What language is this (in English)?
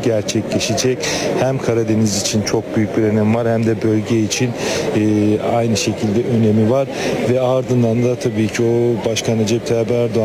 Turkish